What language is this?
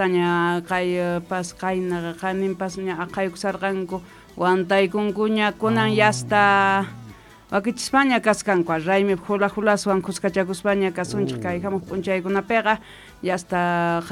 South Bolivian Quechua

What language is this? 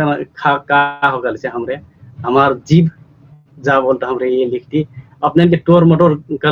Dangaura Tharu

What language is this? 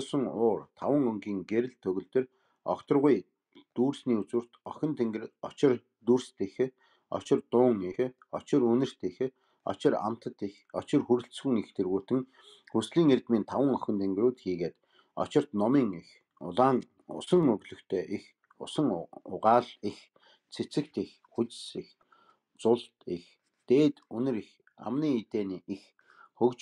Mongolian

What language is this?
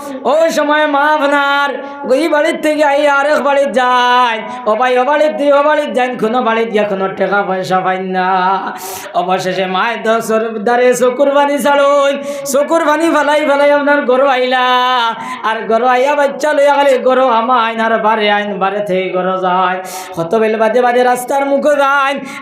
Sylheti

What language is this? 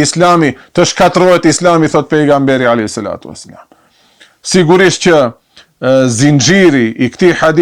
Albanian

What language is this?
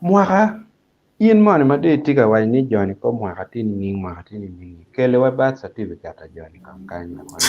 Acoli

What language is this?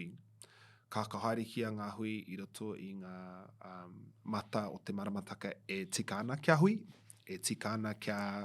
Māori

